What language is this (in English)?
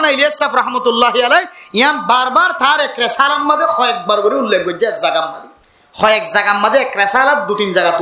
Rohingya